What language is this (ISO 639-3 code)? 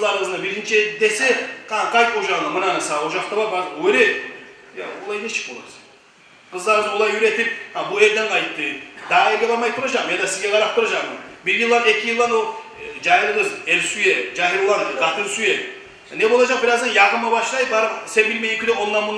kum